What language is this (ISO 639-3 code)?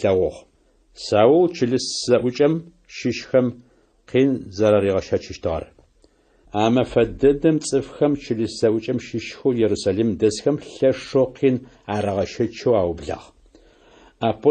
ady